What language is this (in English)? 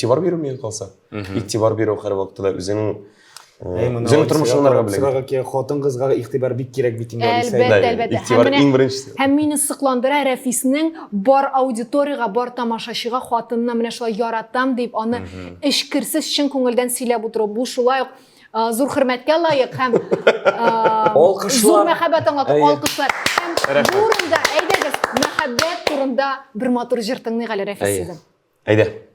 Tatar